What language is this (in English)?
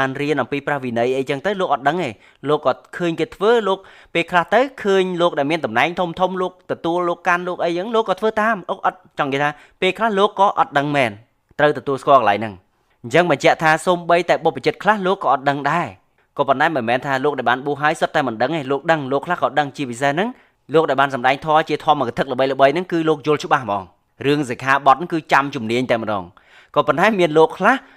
Khmer